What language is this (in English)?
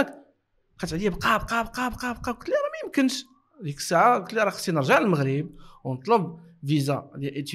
Moroccan Arabic